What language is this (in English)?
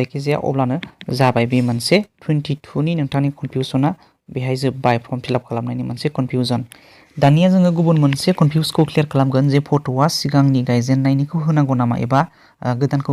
Bodo